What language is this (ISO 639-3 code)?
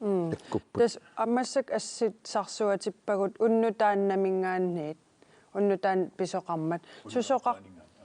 kal